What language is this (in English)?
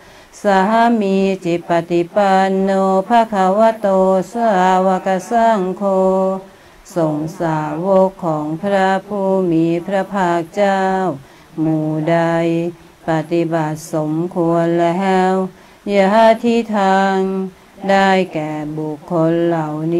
Thai